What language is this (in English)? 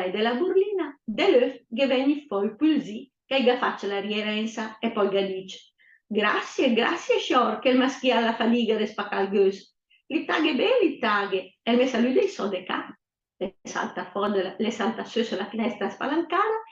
Lombard